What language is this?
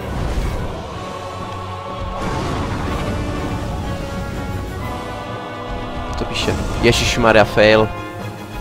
Czech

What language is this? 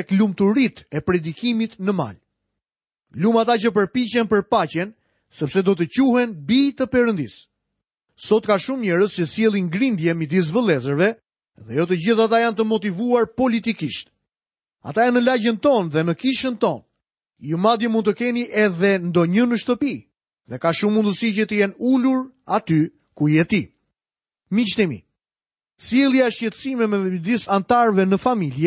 Albanian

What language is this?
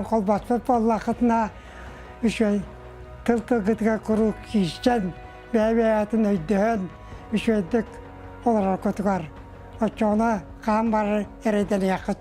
Yakut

